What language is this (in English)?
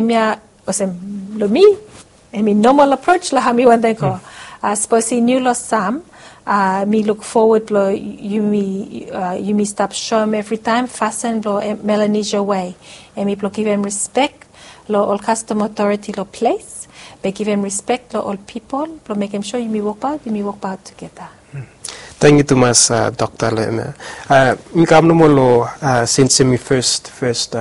Bislama